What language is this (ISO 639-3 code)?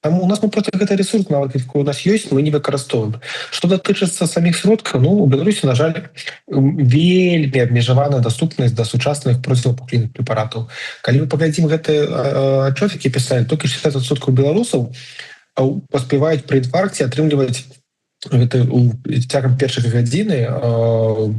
bel